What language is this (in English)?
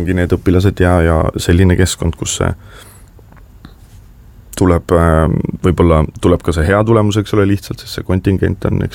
Estonian